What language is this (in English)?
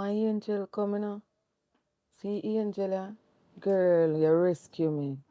Jamaican Creole English